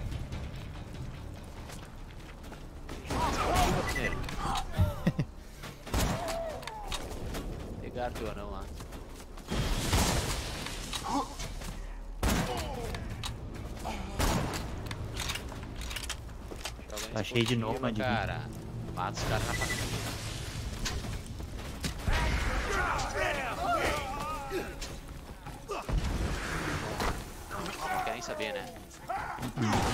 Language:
Portuguese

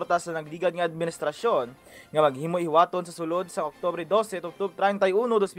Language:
Hiligaynon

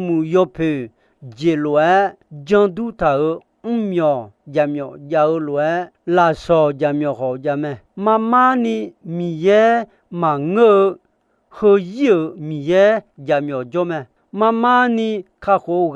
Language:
Akha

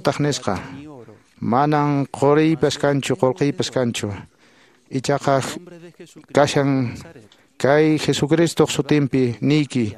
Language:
Quechua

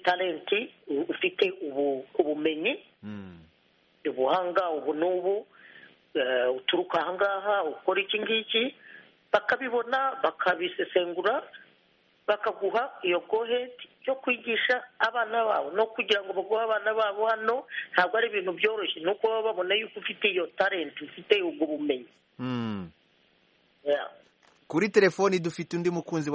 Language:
Kinyarwanda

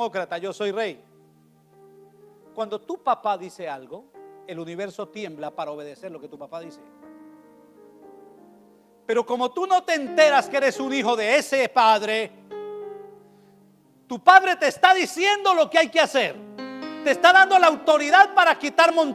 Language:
Spanish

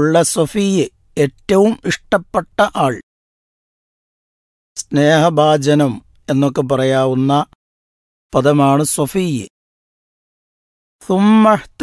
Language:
Malayalam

